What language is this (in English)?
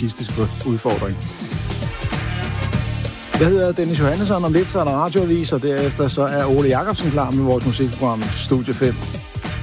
Danish